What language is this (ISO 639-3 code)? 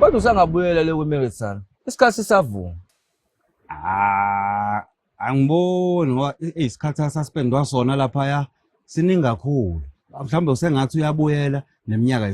zul